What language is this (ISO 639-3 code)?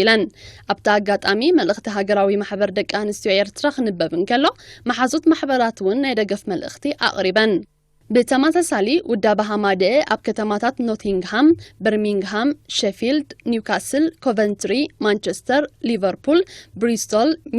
tir